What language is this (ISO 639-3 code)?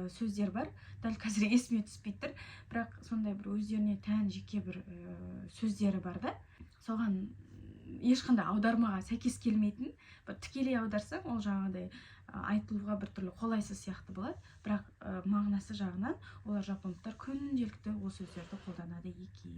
kaz